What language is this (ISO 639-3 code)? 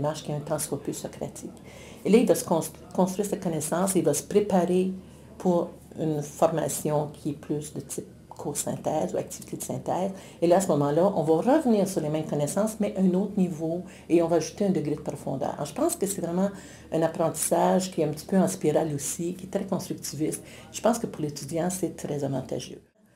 fra